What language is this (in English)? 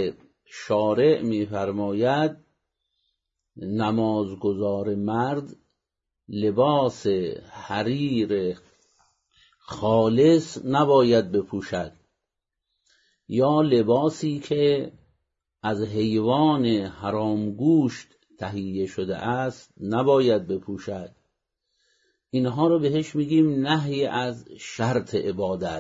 Persian